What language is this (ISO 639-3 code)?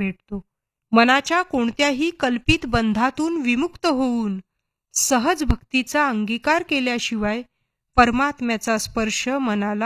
mar